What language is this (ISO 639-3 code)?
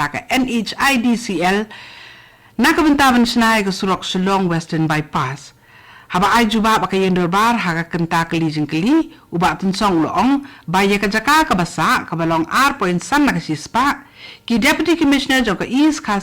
kha